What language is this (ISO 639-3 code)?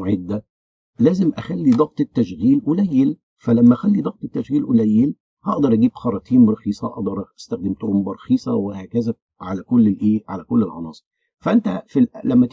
arz